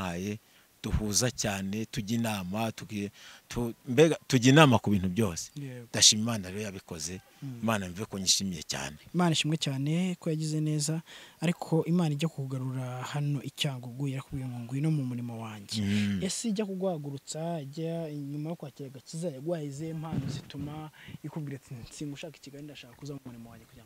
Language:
Kinyarwanda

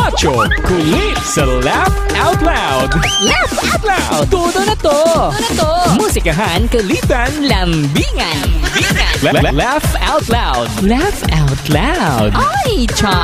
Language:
Hiligaynon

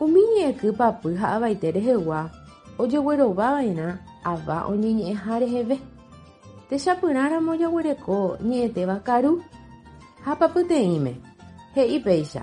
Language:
Guarani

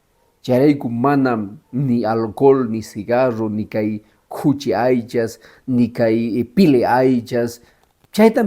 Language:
Quechua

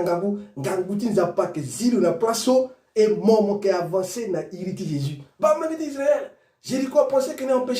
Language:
Sango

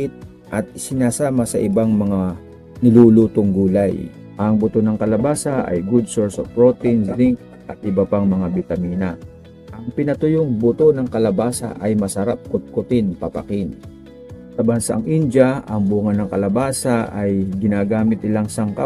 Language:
Filipino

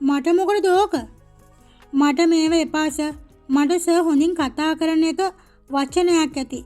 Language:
Sinhala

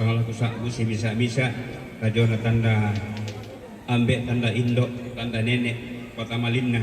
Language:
Toraja-Sa'dan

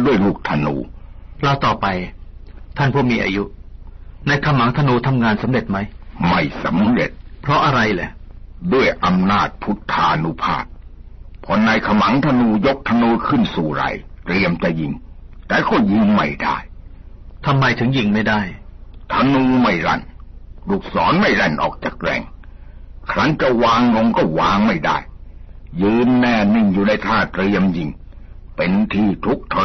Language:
Thai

